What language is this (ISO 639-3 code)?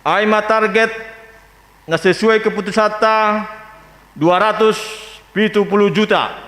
bts